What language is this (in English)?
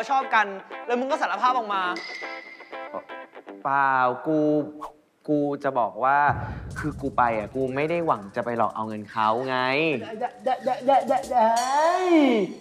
Thai